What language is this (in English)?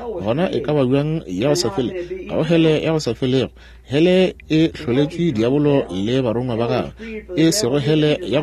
Northern Sotho